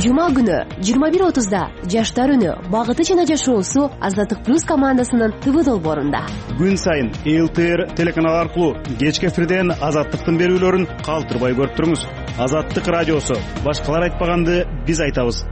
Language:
Kyrgyz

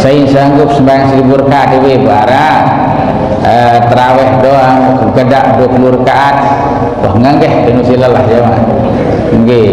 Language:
Sasak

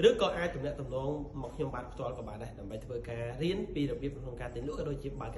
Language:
Khmer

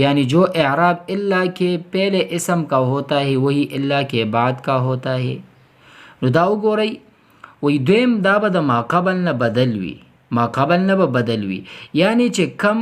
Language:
Pashto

